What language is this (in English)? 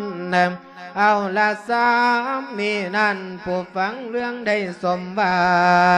Lao